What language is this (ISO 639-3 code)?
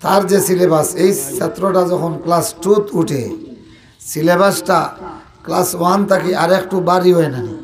syl